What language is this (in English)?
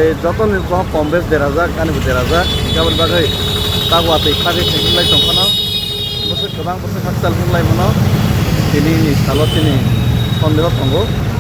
Kok Borok